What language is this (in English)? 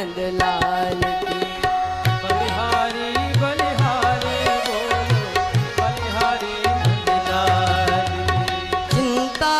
Hindi